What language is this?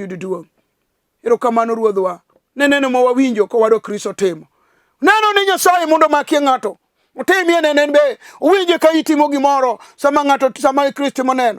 Luo (Kenya and Tanzania)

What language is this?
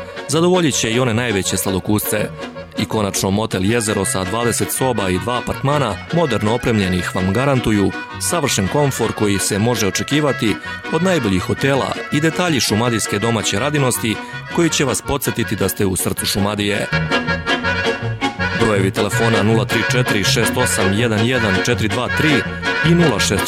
Serbian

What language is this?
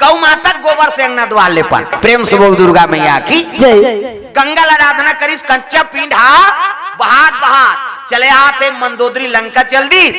Chhattisgarhi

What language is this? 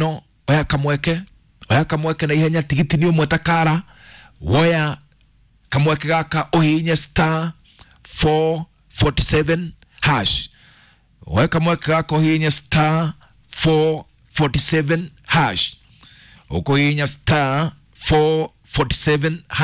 Kikuyu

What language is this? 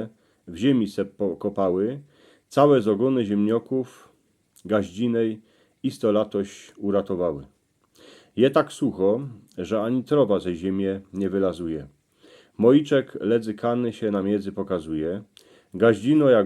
Silesian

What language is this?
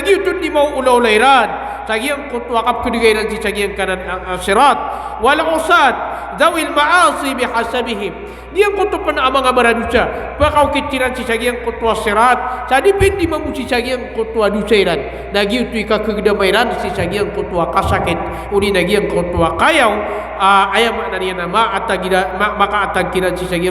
Maranao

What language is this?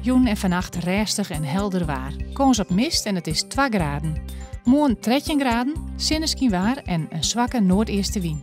Western Frisian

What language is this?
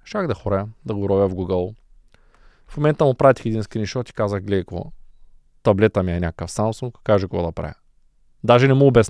Bulgarian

